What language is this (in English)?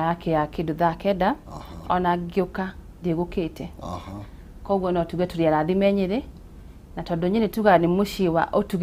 Kikuyu